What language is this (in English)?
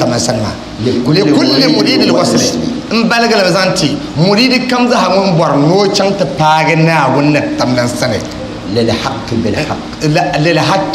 Dagbani